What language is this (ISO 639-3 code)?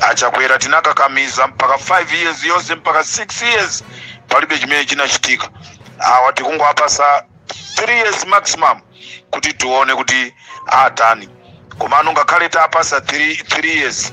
nya